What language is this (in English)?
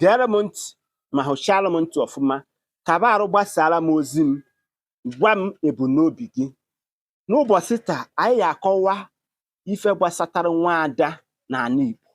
Igbo